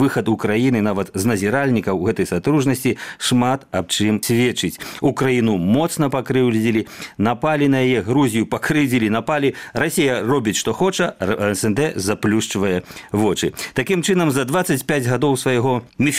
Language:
Belarusian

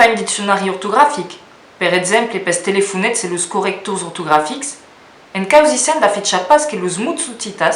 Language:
Occitan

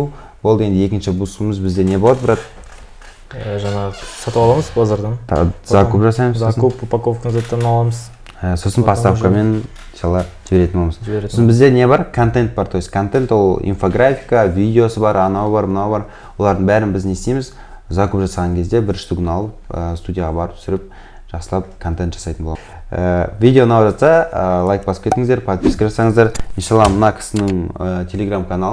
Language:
Kazakh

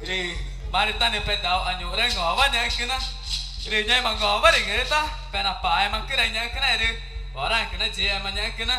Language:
Ticuna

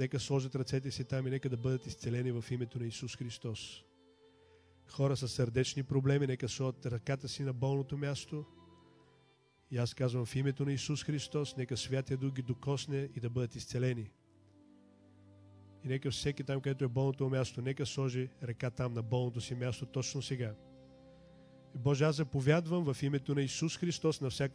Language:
Bulgarian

